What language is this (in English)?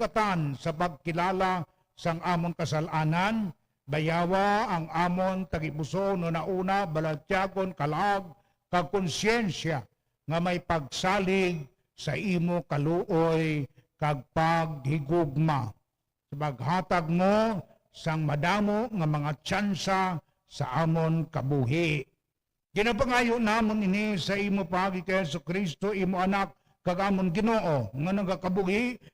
Hiligaynon